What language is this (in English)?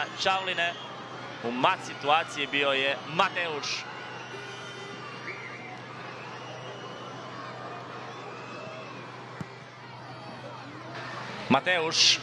Croatian